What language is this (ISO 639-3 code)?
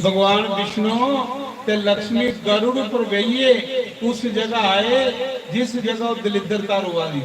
doi